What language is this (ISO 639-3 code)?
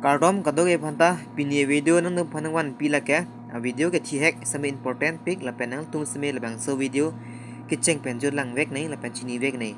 mjw